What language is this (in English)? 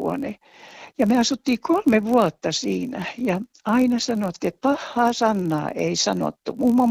Finnish